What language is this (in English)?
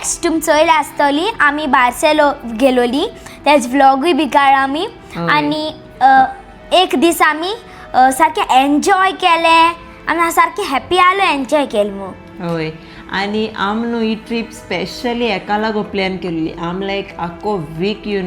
Konkani